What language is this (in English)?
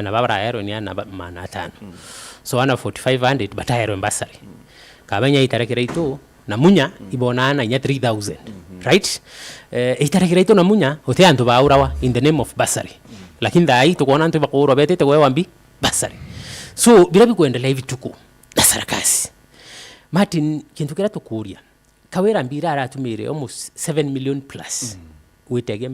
Meru